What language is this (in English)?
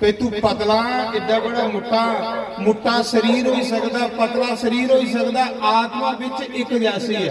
Dogri